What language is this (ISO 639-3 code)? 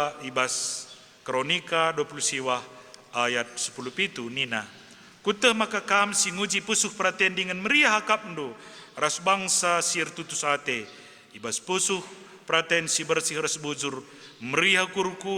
btx